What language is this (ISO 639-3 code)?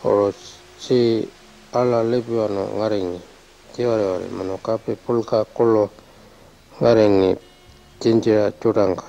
pjt